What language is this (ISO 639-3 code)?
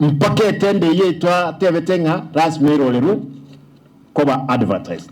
guz